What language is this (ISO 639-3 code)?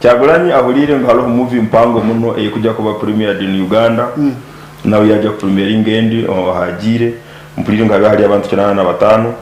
nyn